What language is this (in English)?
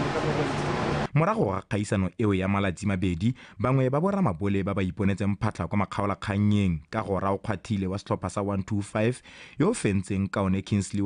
Tswana